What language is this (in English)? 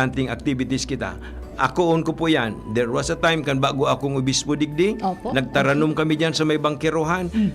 Bikol